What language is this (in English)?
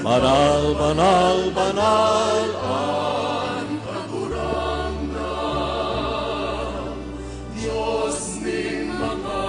Bikol